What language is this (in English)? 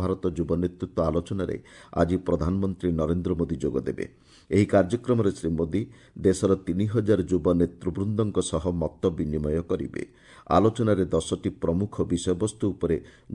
Odia